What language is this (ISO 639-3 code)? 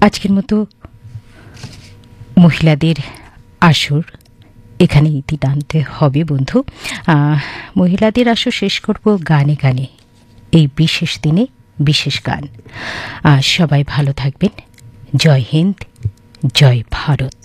ben